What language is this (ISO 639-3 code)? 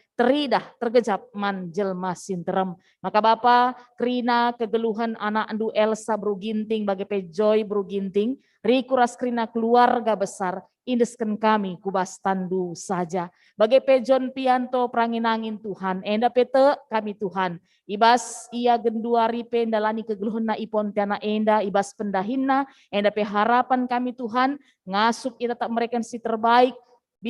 btx